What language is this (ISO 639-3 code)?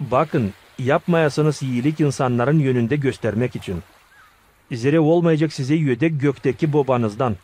gag